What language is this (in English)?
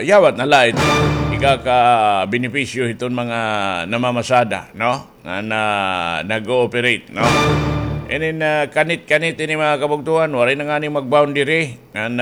Waray